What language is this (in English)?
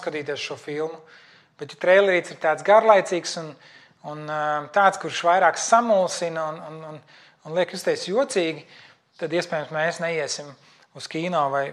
Latvian